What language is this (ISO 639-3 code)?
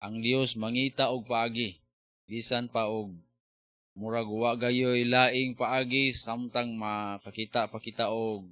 ceb